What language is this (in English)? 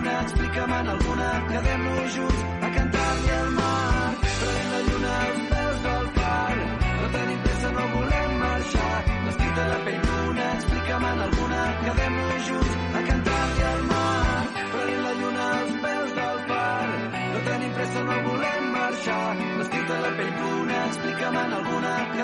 Catalan